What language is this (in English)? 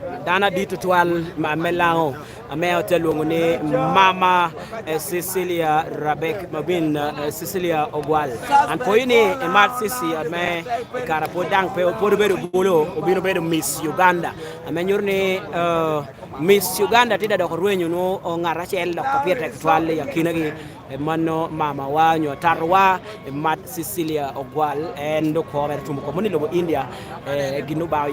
Lango (Uganda)